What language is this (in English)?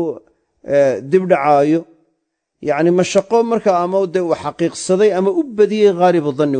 Somali